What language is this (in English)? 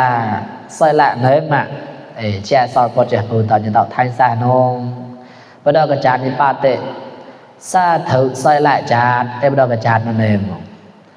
Mon